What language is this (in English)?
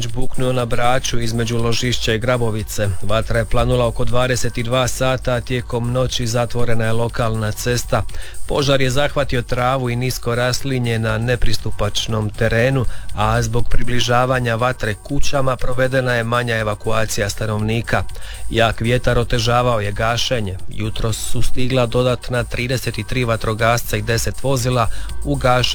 Croatian